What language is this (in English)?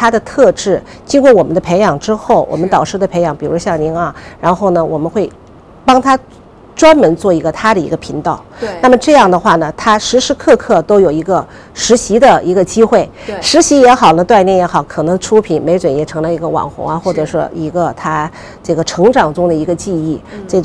Chinese